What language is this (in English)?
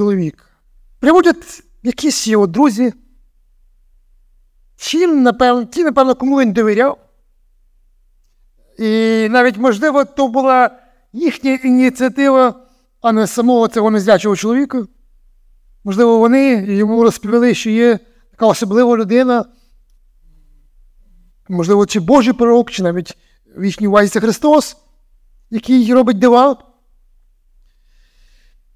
Ukrainian